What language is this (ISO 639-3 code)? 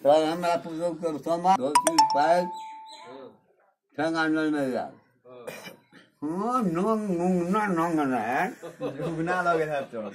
mai